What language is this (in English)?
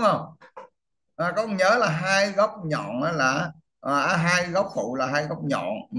Vietnamese